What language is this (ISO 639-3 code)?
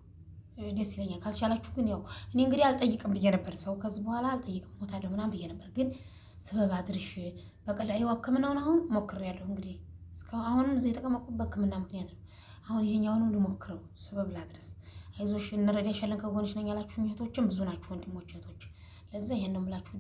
amh